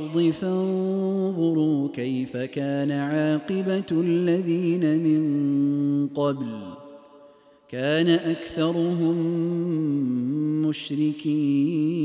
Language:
Arabic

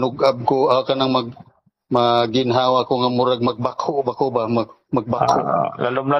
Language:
Cebuano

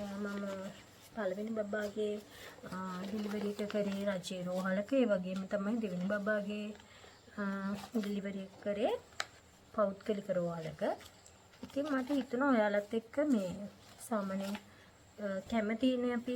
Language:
Sinhala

